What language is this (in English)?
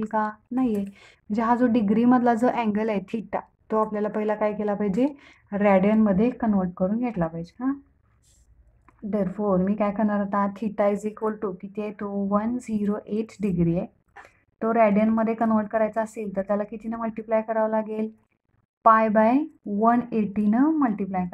Marathi